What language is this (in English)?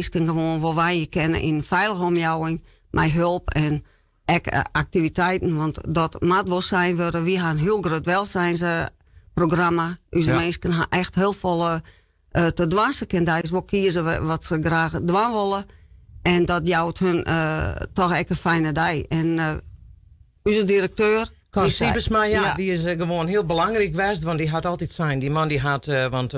Western Frisian